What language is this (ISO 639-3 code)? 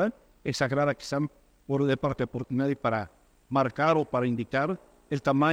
spa